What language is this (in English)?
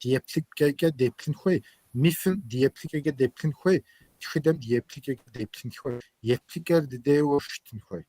Kabardian